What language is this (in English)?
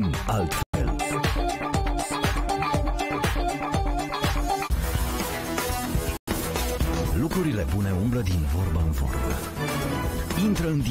Romanian